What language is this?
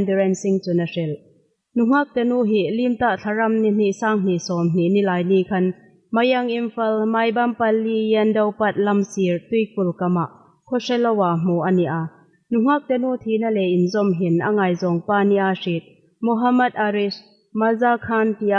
Hmar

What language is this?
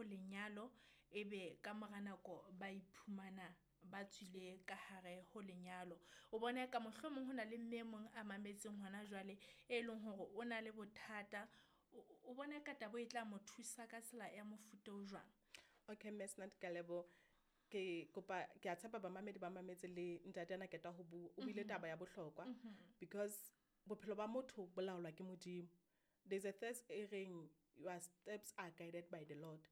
Southern Sotho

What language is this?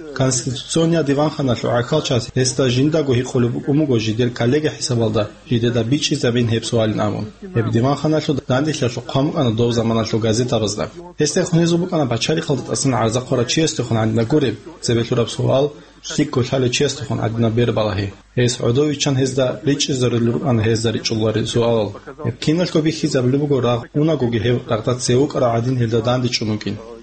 Avaric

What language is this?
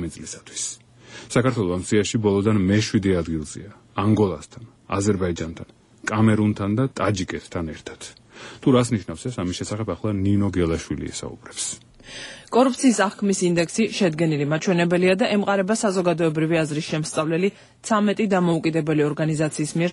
Georgian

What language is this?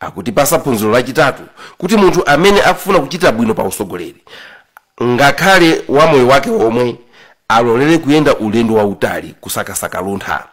Nyanja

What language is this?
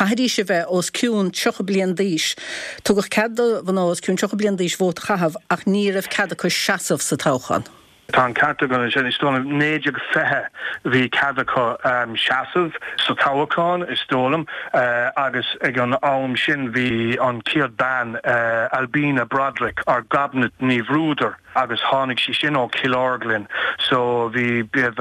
Irish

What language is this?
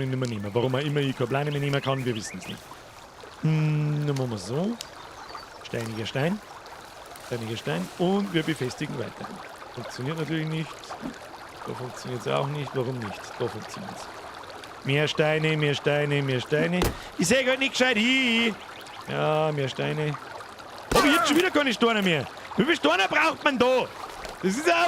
Bavarian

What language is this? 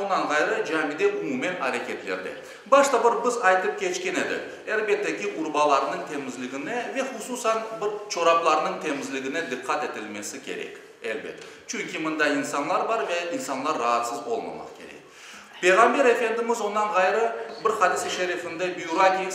Crimean Tatar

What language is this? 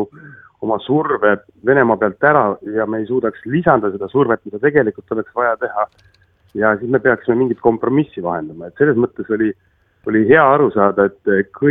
Estonian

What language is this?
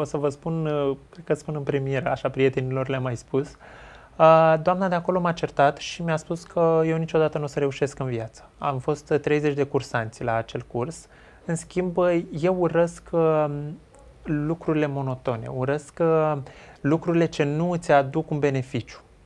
Romanian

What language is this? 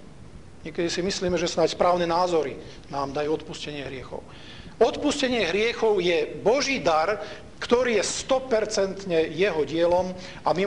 Slovak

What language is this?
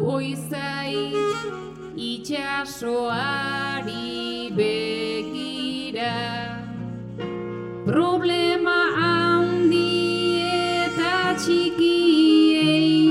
Basque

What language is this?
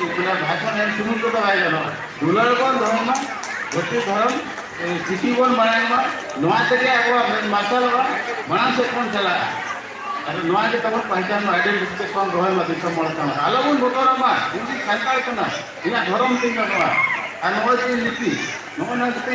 Santali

